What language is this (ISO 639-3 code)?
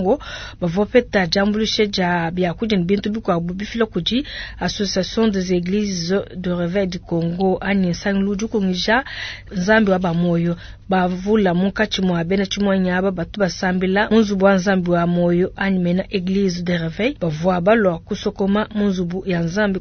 lua